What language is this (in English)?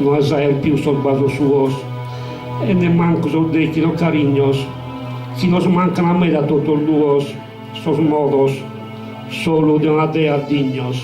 Sardinian